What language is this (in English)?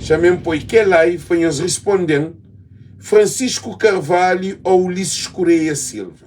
Kabuverdianu